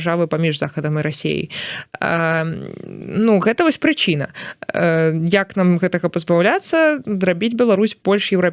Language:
Belarusian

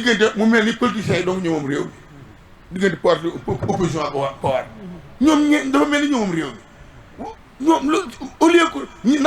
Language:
Wolof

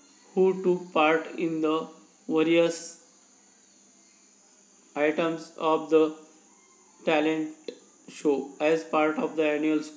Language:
Marathi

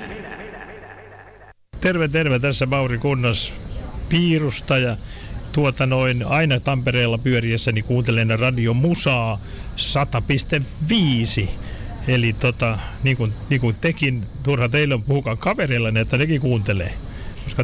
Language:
Finnish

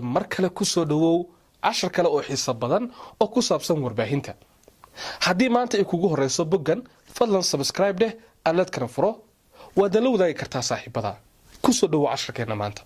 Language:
Somali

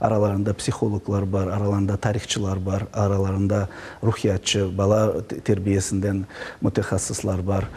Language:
Crimean Tatar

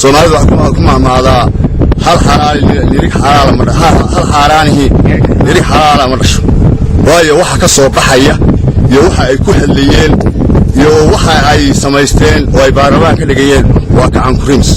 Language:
Somali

